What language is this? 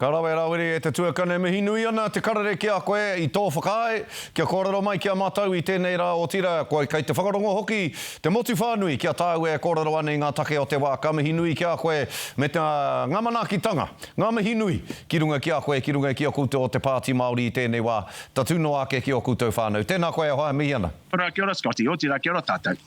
Māori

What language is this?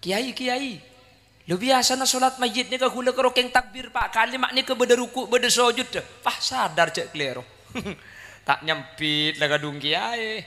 Madurese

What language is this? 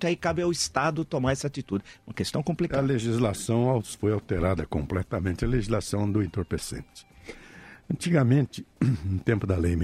Portuguese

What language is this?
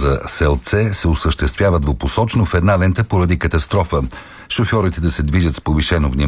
Bulgarian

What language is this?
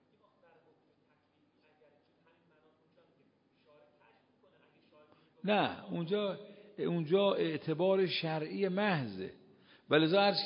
Persian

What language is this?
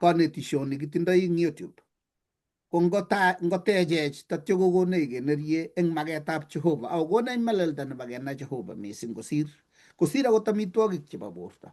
Kalenjin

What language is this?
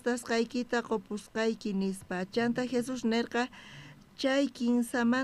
South Bolivian Quechua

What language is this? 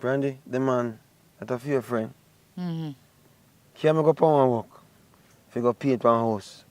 Jamaican Creole English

